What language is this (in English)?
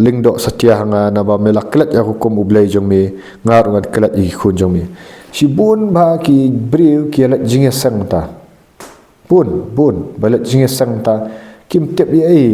Khasi